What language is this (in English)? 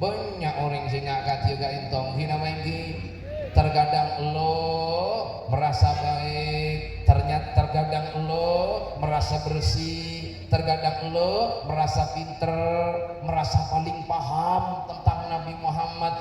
Madurese